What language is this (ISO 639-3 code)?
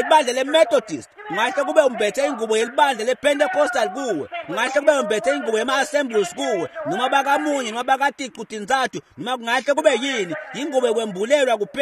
ssw